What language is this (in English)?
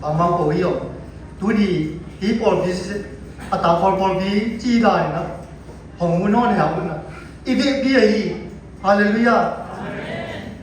Siyin Chin